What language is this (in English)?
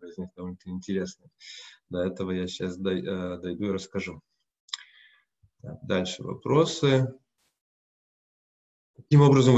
Russian